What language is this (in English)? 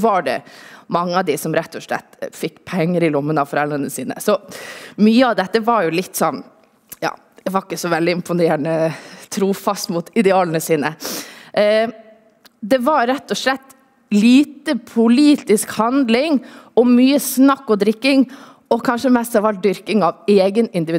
Norwegian